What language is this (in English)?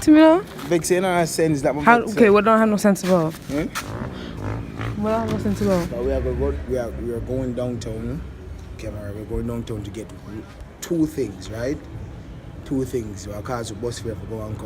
Jamaican Creole English